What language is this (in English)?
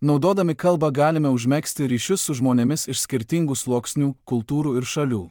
Lithuanian